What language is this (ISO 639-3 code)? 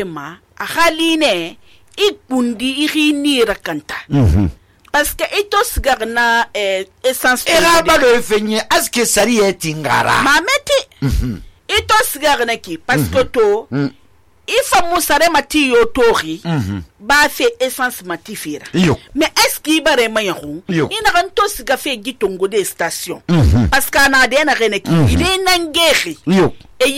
sus